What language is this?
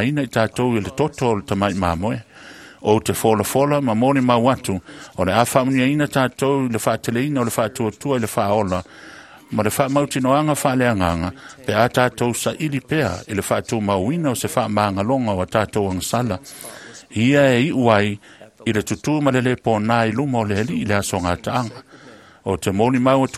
Samoan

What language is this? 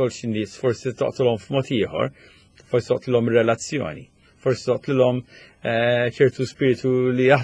Maltese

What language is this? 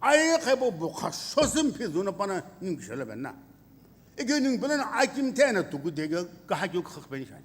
Sumi Naga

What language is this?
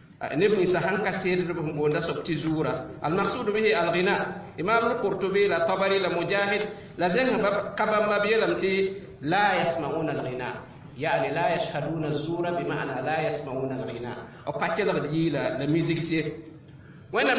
Mossi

